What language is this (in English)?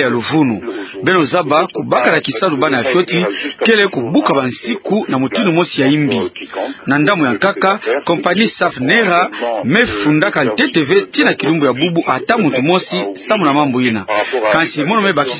Kituba (Democratic Republic of Congo)